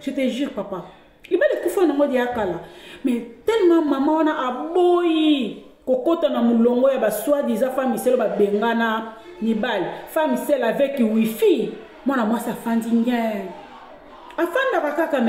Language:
Lingala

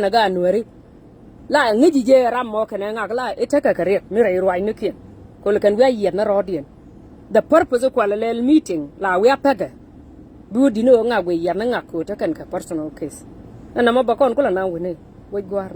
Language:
Nuer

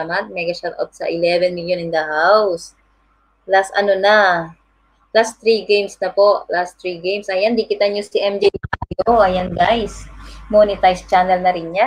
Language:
Filipino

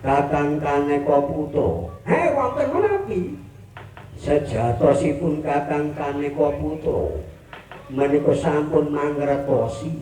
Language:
Javanese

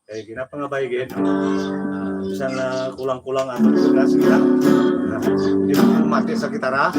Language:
Hiligaynon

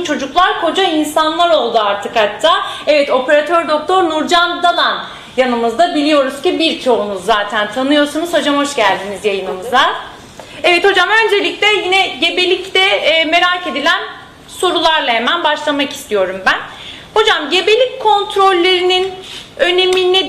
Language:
Turkish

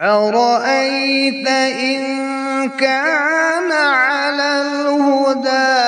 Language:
Kashmiri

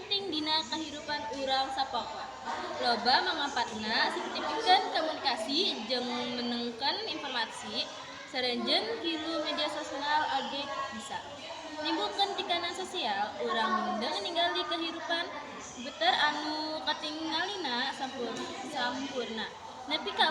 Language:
Sundanese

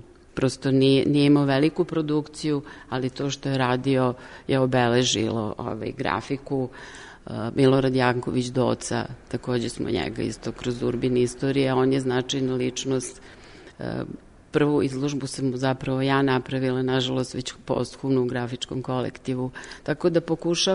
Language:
Serbian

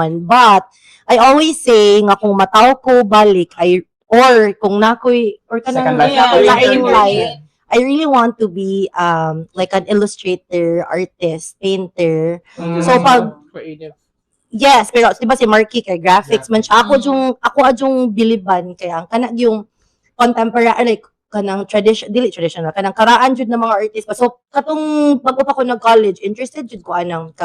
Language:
Cebuano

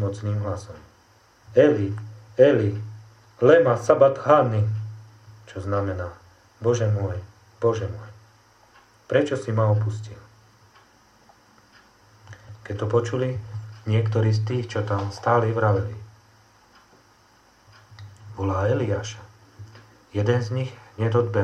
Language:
Slovak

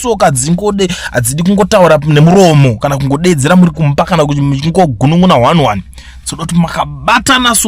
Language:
Shona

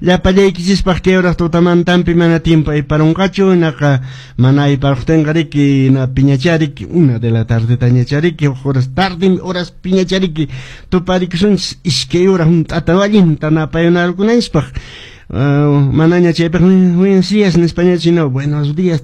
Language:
Quechua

